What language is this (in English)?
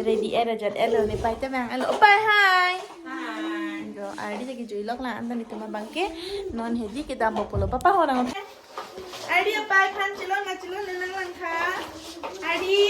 Karbi